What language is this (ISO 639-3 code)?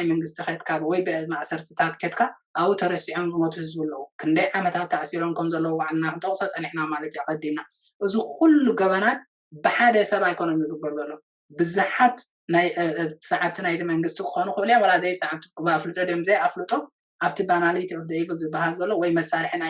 tir